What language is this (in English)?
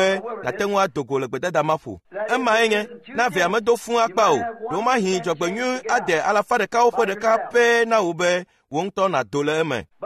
Ewe